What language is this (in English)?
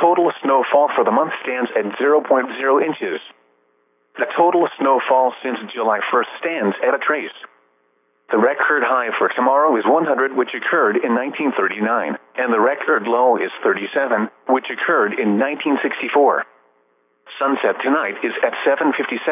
English